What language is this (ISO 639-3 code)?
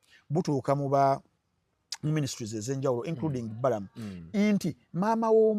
lug